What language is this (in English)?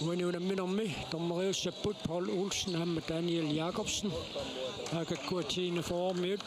Kalaallisut